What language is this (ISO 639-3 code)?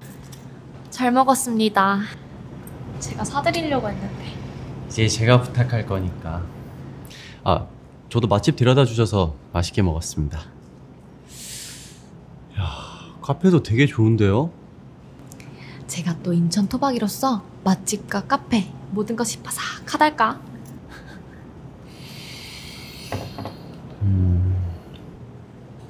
kor